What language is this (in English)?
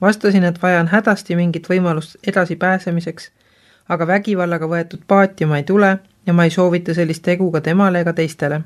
Estonian